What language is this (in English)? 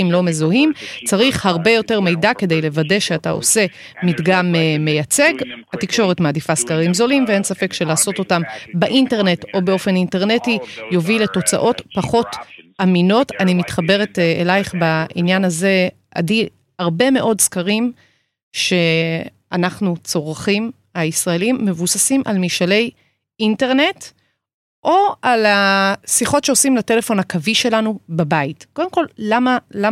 Hebrew